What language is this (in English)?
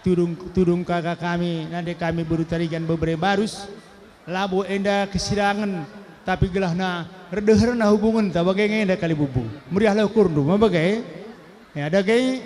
Batak Karo